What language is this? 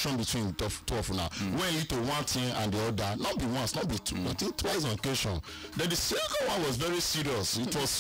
Nigerian Pidgin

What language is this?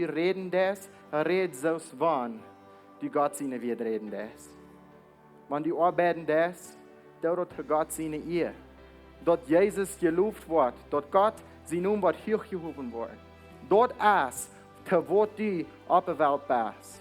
Plautdietsch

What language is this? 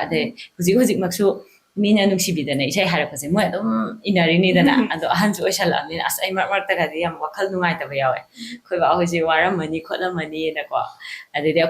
Manipuri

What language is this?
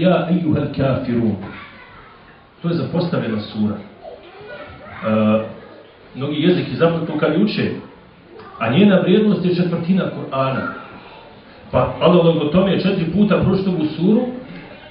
Bosnian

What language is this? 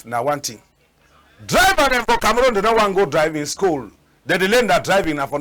Cameroon Pidgin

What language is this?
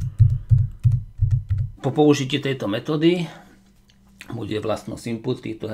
Slovak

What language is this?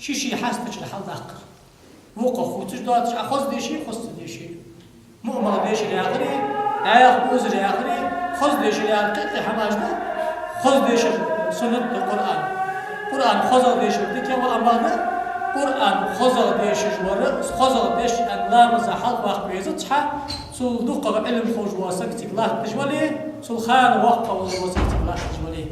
Ingush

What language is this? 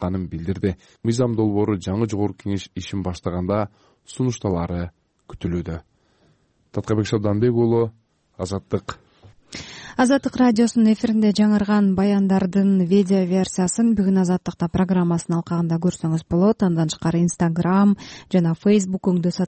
Kyrgyz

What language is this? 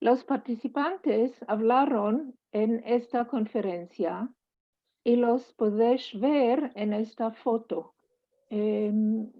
Ladino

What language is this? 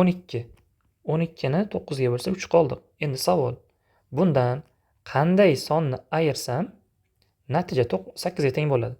Uzbek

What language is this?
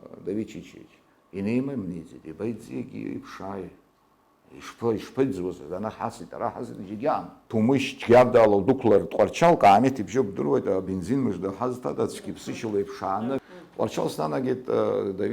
Abkhazian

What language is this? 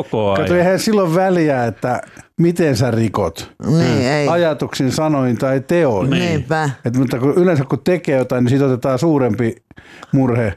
Finnish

